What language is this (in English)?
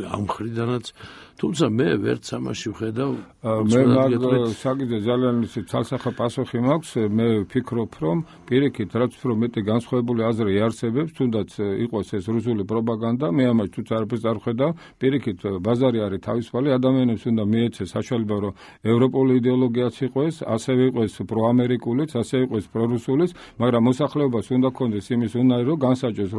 Georgian